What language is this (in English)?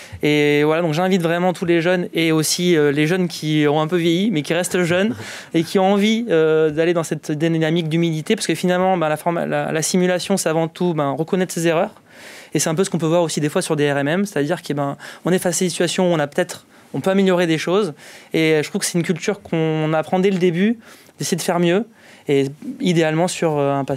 French